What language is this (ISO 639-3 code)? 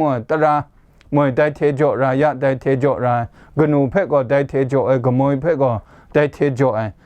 kac